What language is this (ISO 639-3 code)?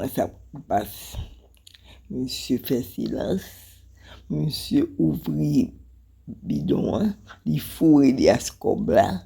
hat